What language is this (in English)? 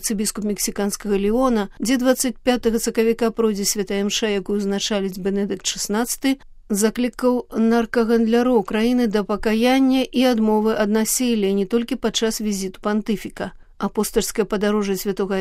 Belarusian